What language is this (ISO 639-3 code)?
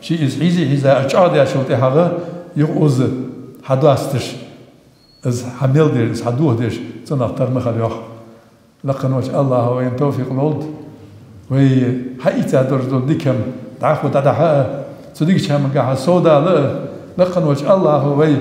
inh